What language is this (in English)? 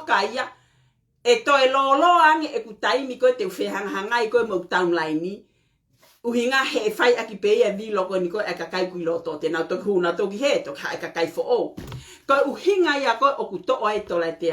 Tongan